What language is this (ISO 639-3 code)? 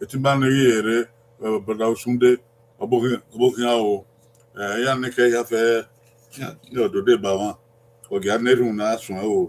bin